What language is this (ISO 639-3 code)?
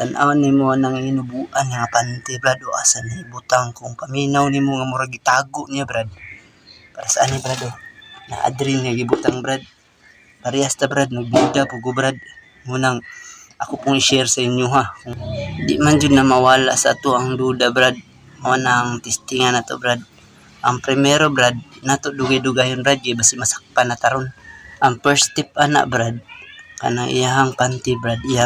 ceb